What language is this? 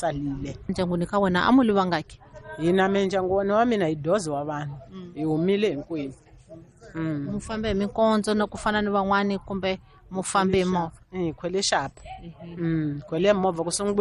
Tsonga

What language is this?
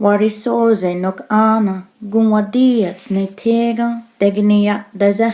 Mohawk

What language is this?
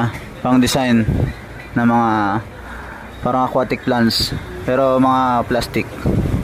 Filipino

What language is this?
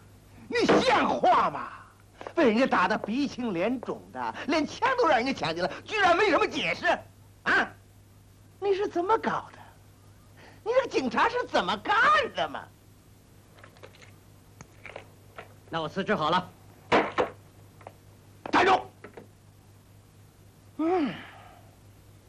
Chinese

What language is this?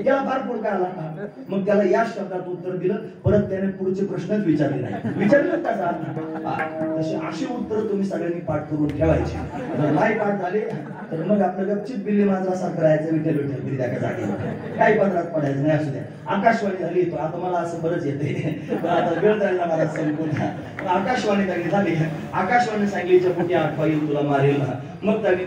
Marathi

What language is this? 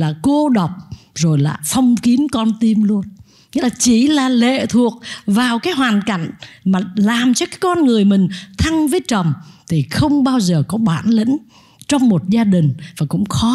Vietnamese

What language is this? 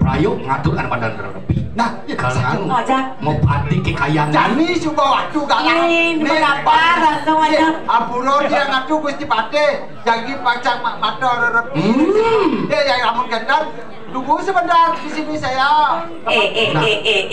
Balinese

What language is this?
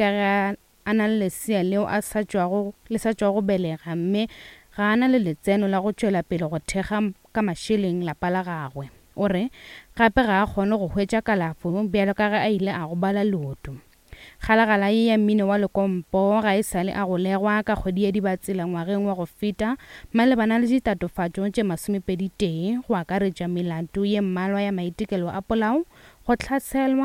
Northern Sotho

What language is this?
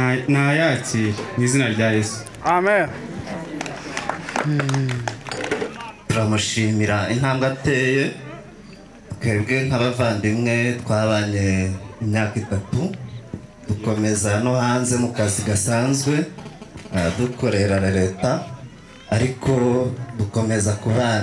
Kinyarwanda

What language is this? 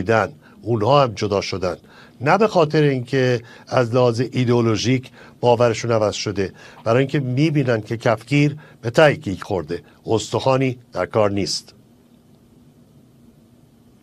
Persian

